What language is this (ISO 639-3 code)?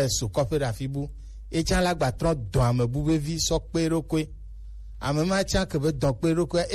gej